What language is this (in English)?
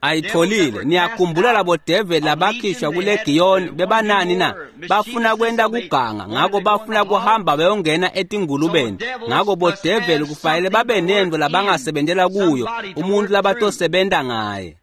Swati